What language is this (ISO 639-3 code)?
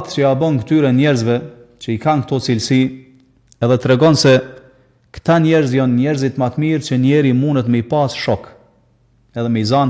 sqi